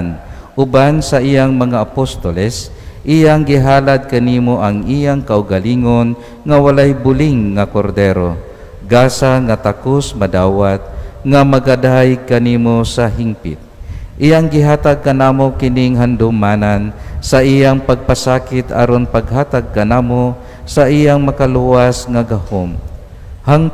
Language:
Cebuano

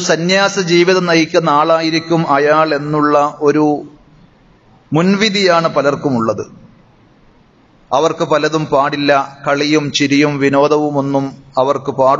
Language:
Malayalam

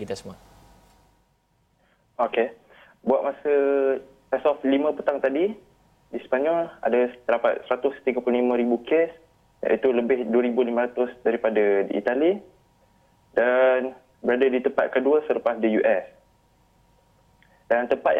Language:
Malay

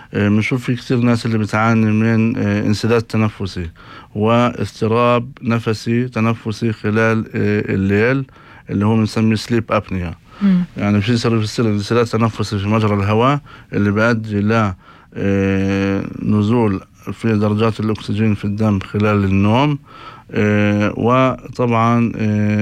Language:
North Levantine Arabic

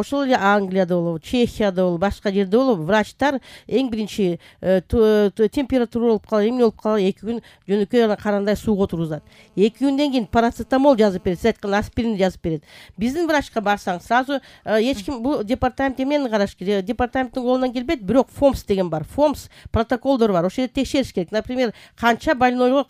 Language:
Kyrgyz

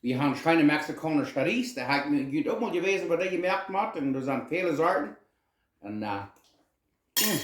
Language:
Plautdietsch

